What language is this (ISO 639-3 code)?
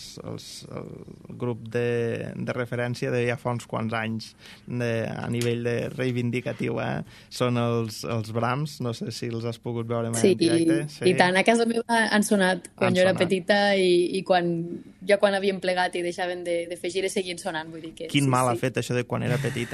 cat